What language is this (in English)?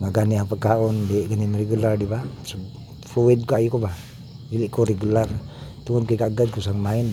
Cebuano